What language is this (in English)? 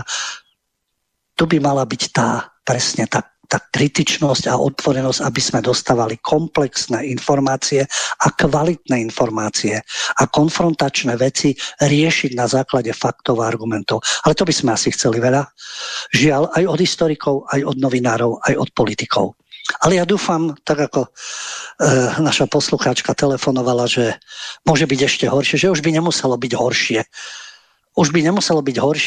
Slovak